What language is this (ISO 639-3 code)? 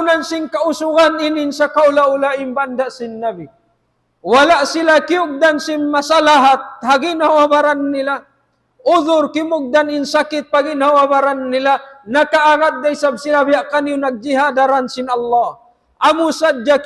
tsg